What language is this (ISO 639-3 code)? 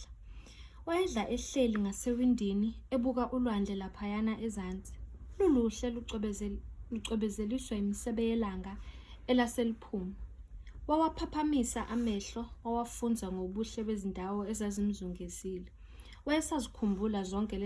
zul